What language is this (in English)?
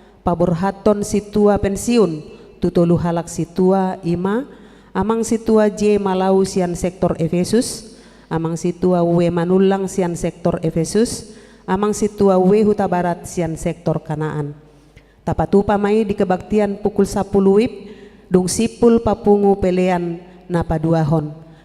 Batak Toba